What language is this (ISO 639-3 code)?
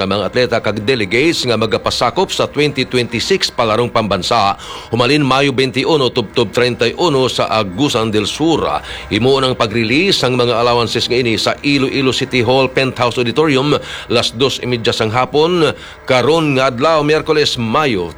hil